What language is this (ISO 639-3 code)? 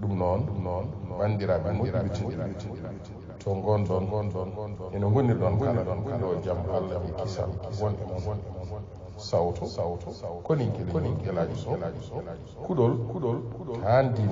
ful